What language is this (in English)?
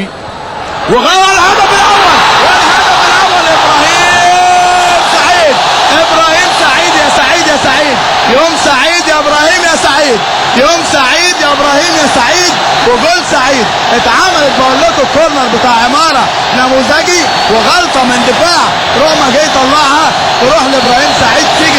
Egyptian Arabic